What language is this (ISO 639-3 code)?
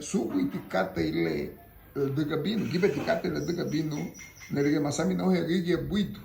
cab